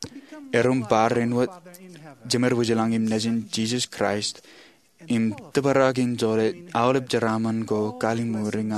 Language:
Marshallese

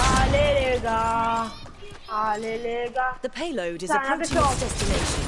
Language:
Morisyen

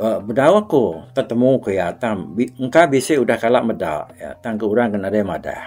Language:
Iban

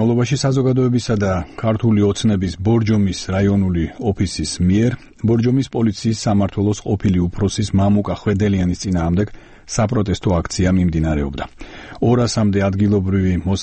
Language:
Georgian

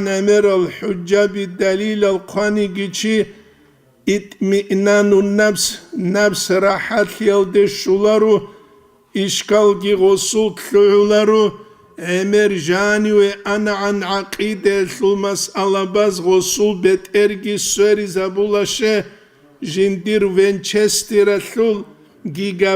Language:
Avaric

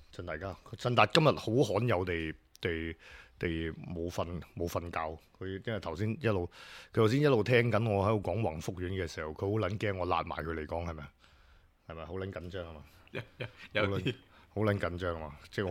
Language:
Cantonese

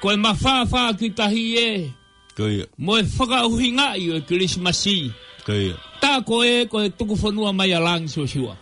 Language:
Tongan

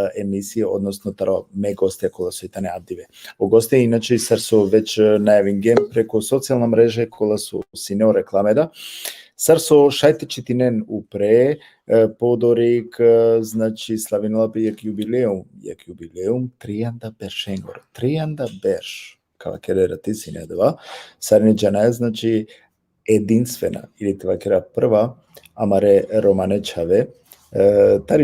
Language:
Balkan Romani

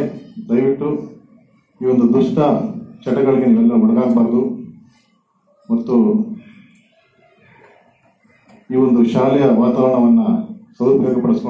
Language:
Kannada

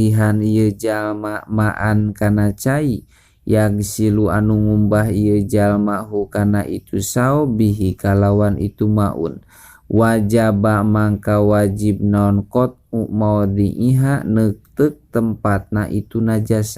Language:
Sundanese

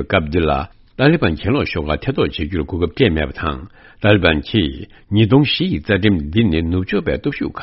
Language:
Tibetan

